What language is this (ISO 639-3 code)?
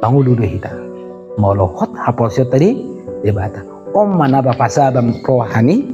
bbc